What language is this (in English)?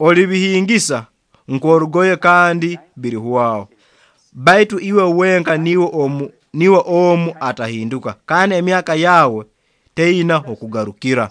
Nyoro